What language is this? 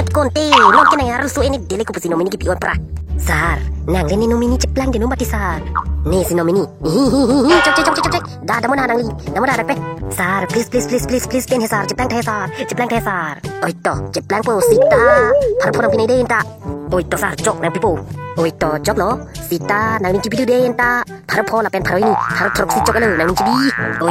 Karbi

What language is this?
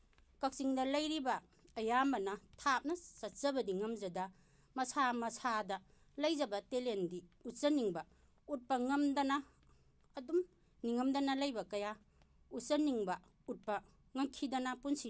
Manipuri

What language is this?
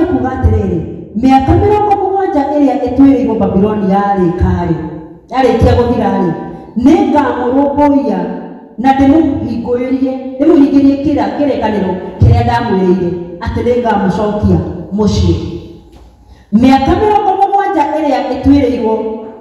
Kikuyu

